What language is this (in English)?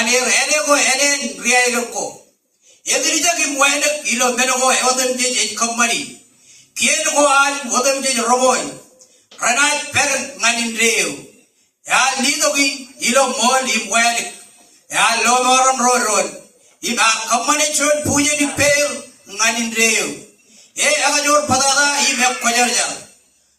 Marshallese